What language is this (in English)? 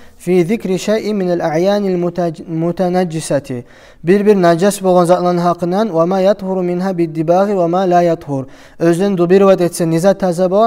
Kumyk